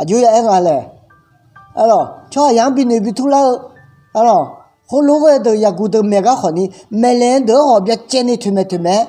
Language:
Akha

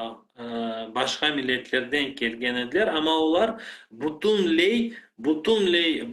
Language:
Crimean Tatar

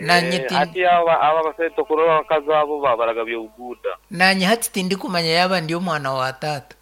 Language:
Nyankole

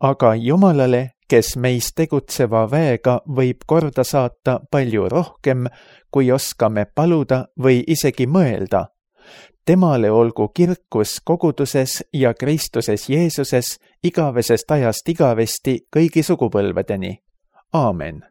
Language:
Estonian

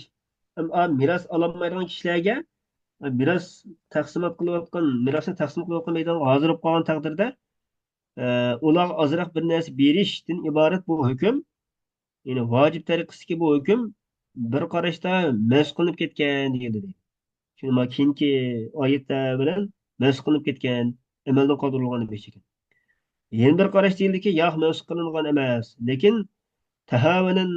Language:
Uyghur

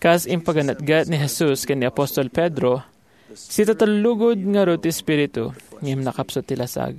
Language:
Iloko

